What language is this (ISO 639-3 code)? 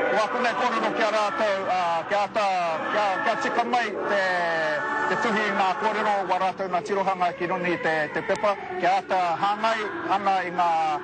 mri